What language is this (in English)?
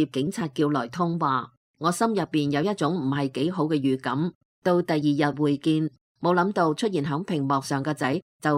Cantonese